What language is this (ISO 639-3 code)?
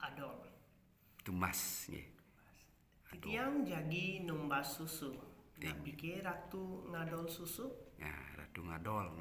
ban